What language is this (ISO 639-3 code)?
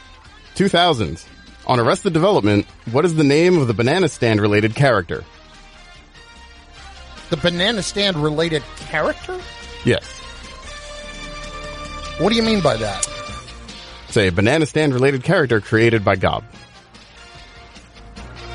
eng